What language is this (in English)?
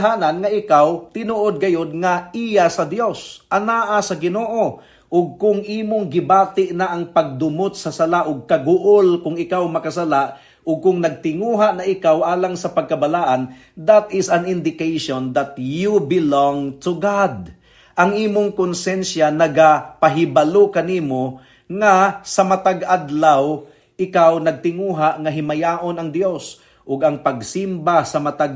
Cebuano